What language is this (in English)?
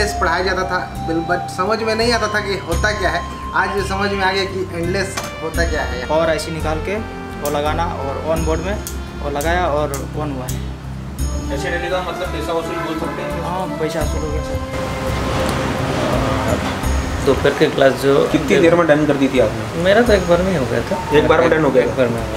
Hindi